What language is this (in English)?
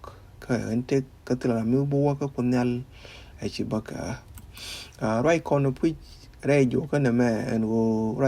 Nuer